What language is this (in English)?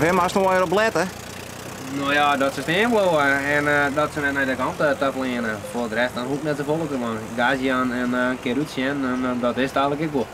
Western Frisian